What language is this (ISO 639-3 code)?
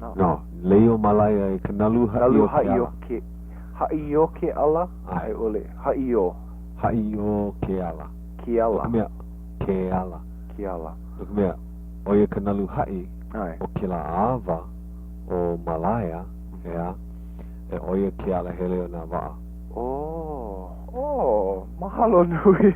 haw